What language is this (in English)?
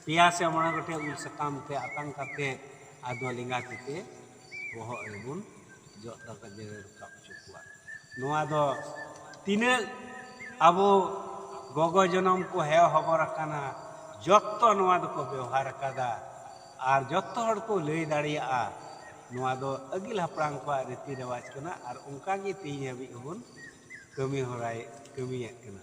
Santali